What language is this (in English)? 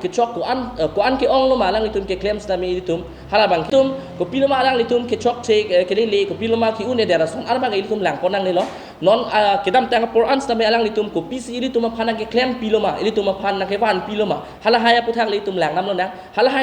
Karbi